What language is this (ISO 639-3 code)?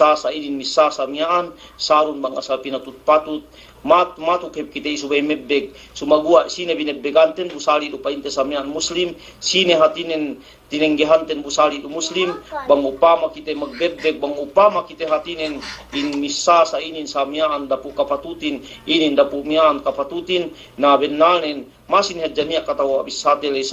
yka